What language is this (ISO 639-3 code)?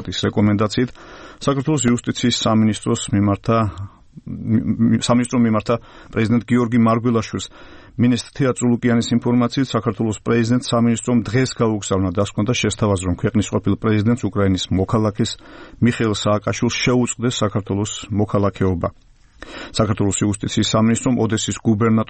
kat